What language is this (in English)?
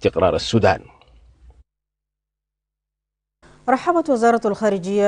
Arabic